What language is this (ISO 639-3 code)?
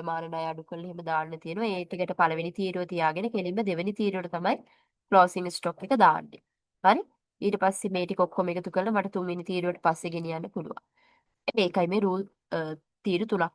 sin